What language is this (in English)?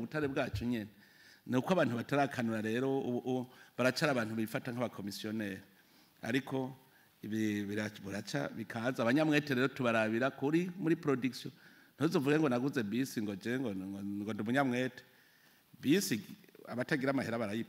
Rundi